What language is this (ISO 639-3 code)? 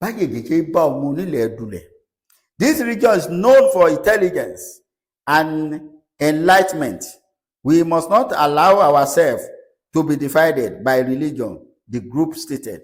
yor